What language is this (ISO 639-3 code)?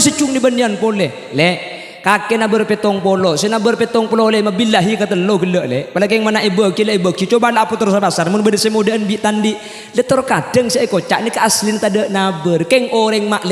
mad